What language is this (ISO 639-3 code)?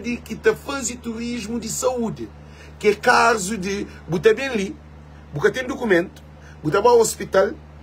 kea